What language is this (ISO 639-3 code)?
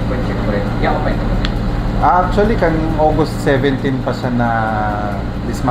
bik